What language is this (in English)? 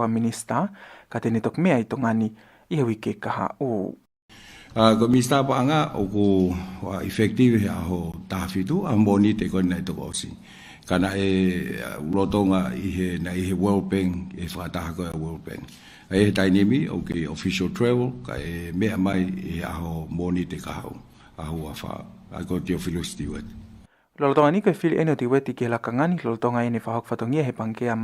Tongan